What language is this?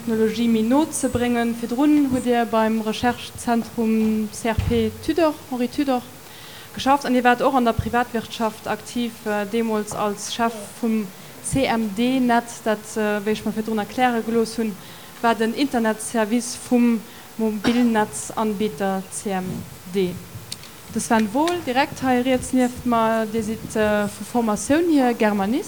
Luxembourgish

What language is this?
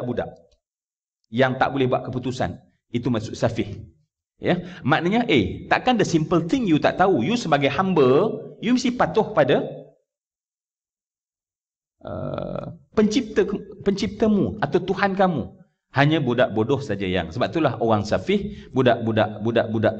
Malay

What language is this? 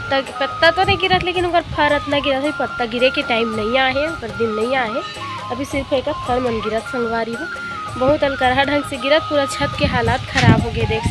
Chhattisgarhi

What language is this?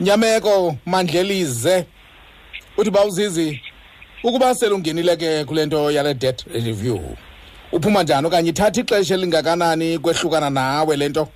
Xhosa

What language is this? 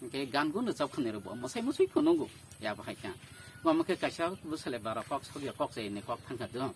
Kok Borok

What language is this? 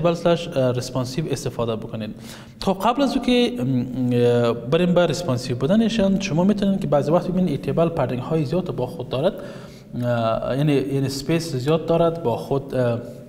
Persian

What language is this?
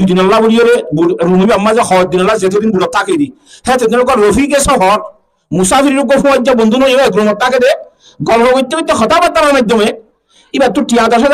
Rohingya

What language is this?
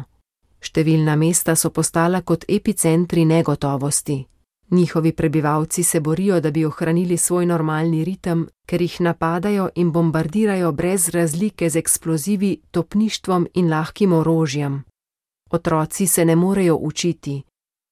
Slovenian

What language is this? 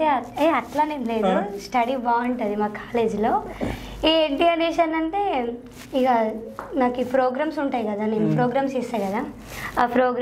Telugu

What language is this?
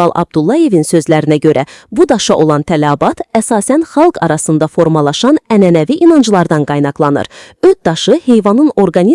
Azerbaijani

